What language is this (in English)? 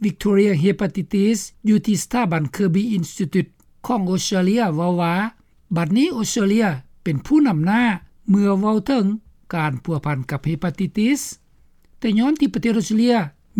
Lao